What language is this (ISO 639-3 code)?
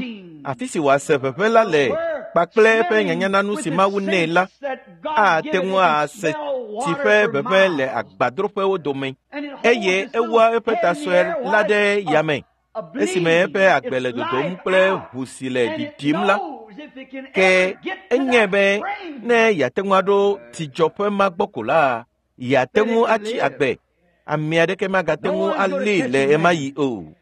ewe